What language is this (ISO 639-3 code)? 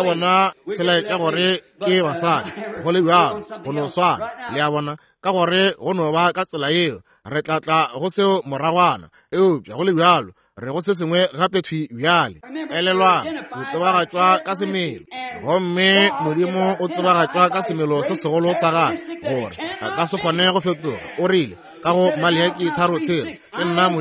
nso